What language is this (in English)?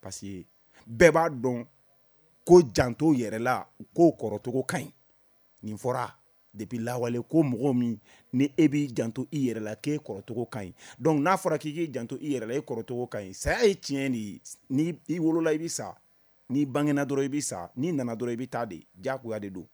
Bambara